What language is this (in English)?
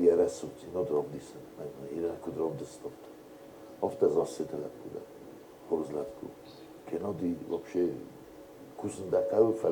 Ossetic